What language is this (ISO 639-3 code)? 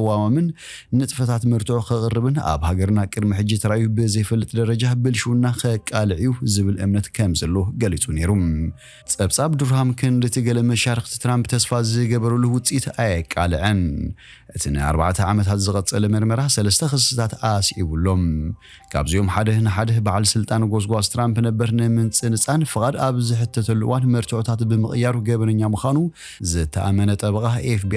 tir